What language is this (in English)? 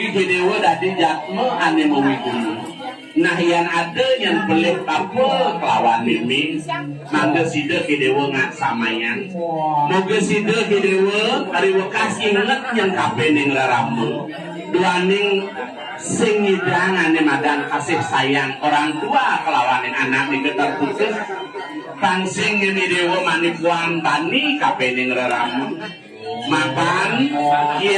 Balinese